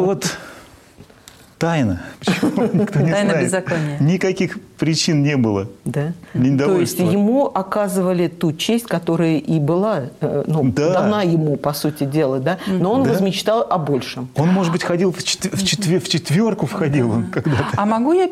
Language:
Russian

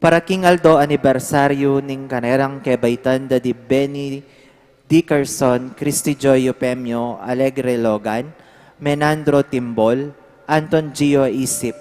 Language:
Pampanga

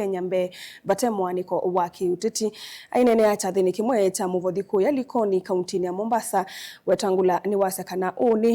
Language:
Kamba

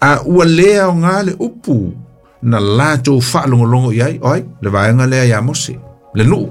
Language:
Samoan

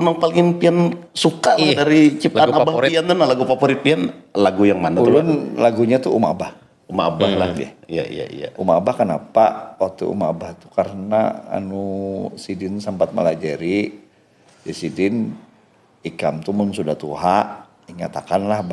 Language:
Banjar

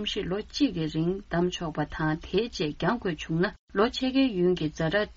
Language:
Tibetan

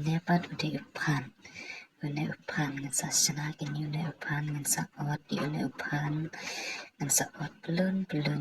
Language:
Khasi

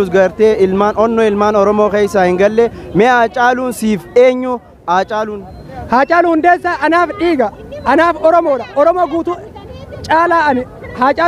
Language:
Oromo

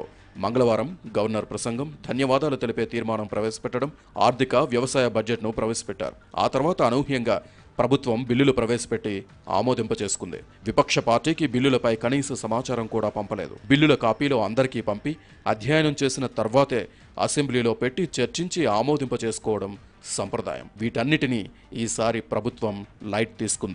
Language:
Telugu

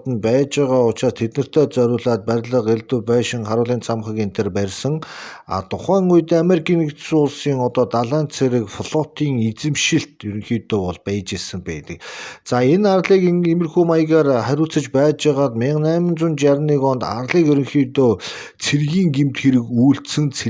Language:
Mongolian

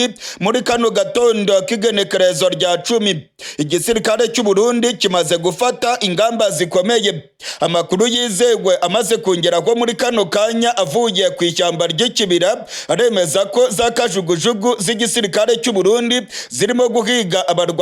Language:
Rundi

